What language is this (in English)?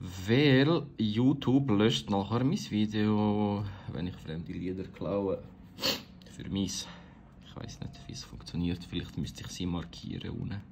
Swiss German